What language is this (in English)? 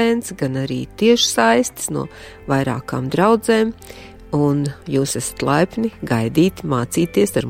Latvian